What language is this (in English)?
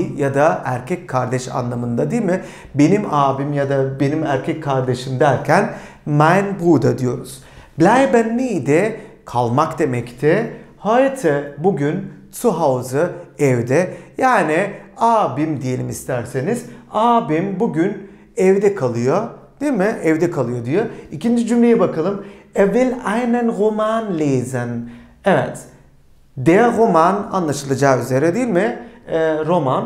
Turkish